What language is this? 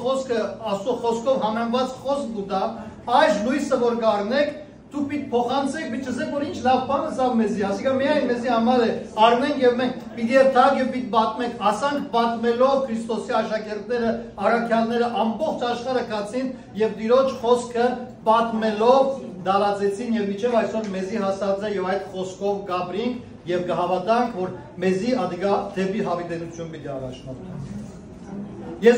Western Armenian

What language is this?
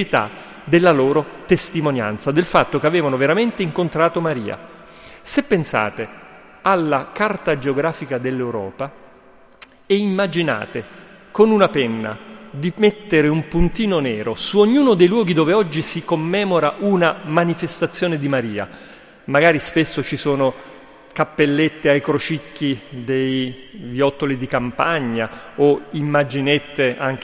Italian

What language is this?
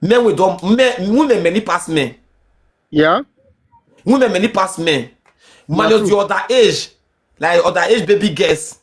Nigerian Pidgin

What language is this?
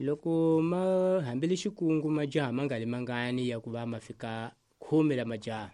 Tsonga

